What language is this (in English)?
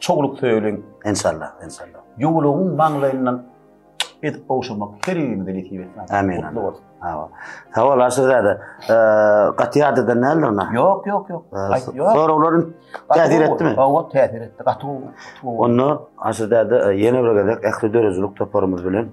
Turkmen